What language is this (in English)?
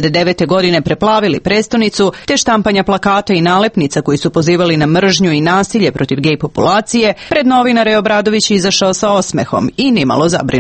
Serbian